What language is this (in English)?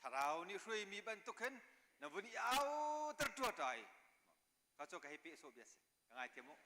Hakha Chin